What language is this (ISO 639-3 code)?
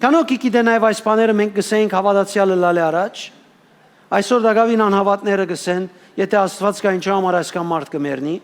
hyw